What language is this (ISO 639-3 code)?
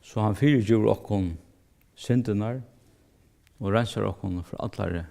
fao